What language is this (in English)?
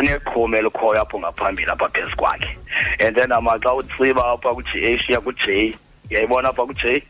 Xhosa